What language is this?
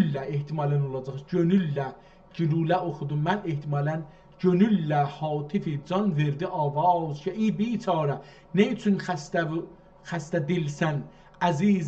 South Azerbaijani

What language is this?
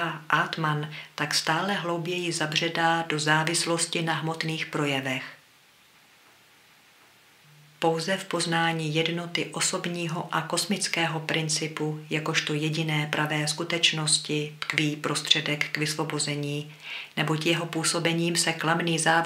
Czech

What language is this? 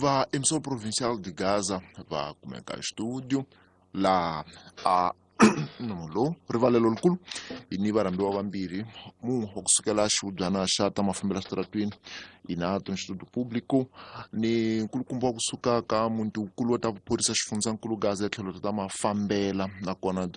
Tsonga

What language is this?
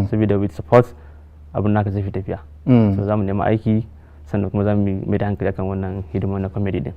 Hausa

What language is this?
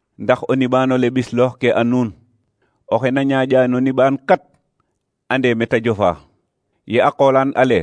Serer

